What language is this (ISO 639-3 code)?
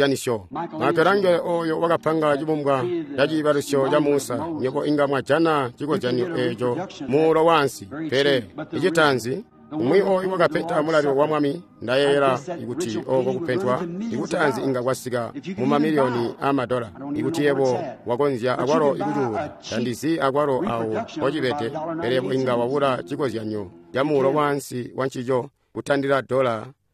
toi